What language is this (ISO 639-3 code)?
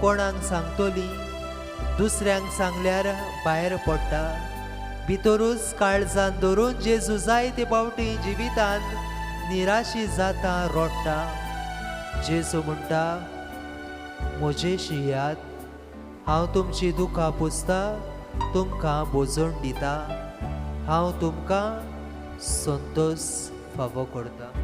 kok